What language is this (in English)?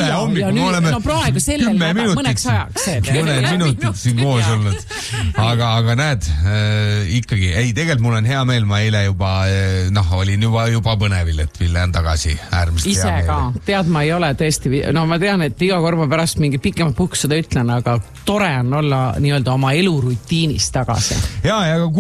Estonian